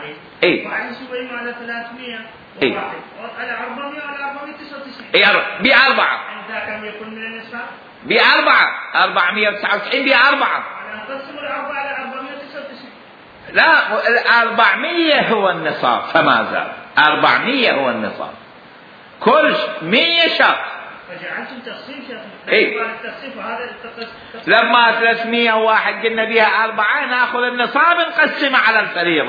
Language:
Mesopotamian Arabic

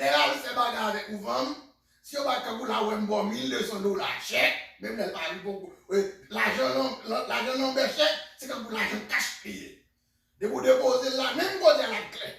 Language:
Haitian Creole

